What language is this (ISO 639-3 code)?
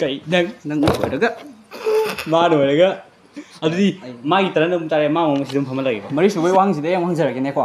mni